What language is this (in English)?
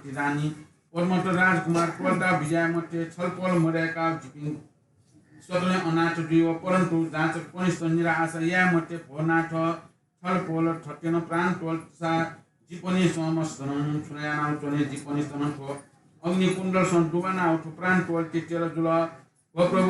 Newari